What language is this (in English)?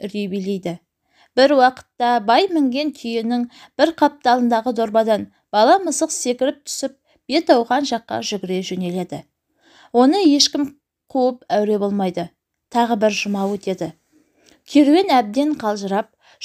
Kazakh